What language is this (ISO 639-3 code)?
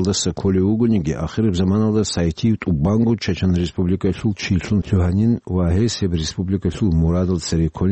ava